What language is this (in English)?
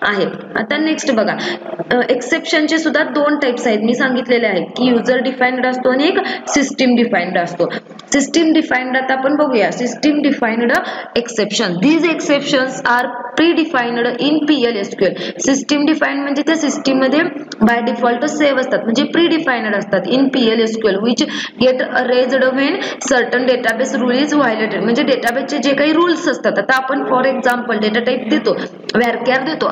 Marathi